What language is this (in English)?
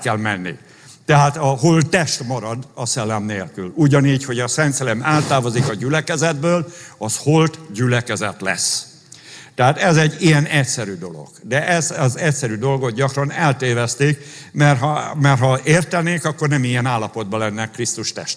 Hungarian